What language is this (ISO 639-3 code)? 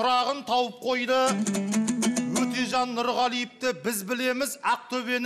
kaz